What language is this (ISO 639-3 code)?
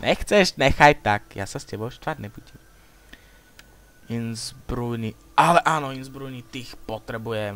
slk